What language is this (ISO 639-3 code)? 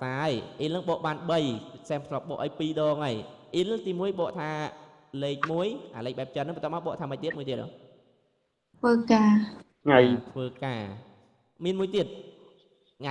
khm